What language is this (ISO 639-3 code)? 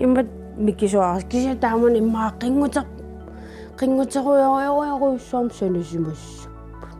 kal